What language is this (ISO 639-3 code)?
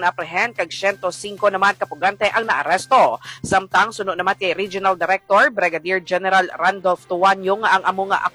hil